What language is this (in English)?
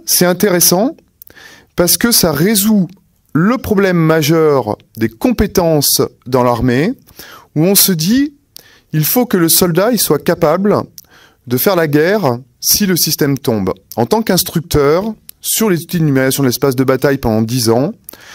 French